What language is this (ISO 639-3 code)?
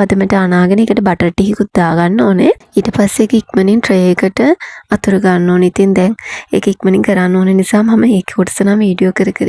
sin